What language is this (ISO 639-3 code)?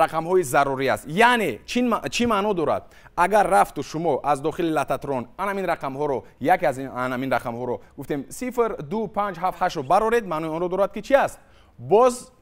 tgk